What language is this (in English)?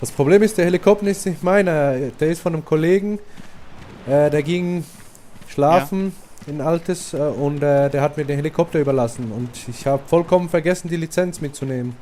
Swiss German